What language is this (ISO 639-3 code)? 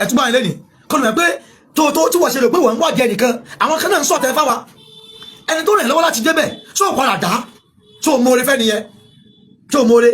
yor